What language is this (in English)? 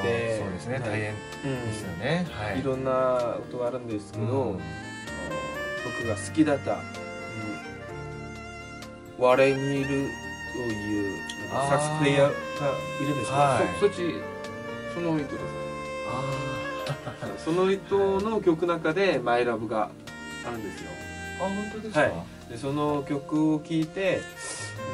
Japanese